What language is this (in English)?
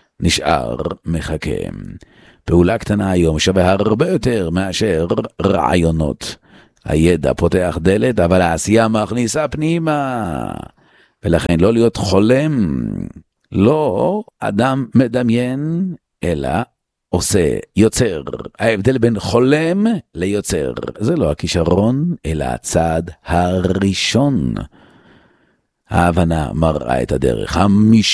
Hebrew